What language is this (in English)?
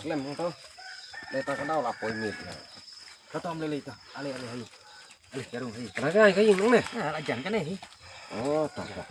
Khasi